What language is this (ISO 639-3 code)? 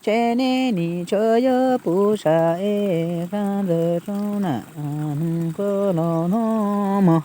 hmn